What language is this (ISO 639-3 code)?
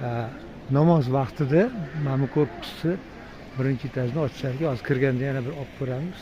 uzb